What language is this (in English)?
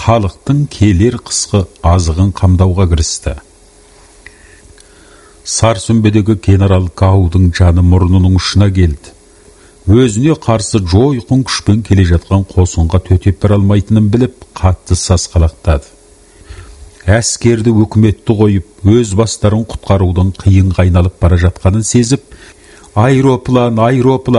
Kazakh